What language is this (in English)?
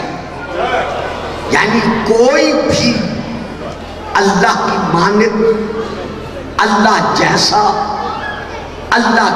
Urdu